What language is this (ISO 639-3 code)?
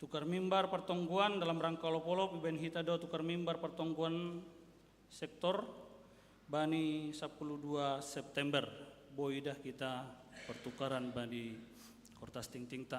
bts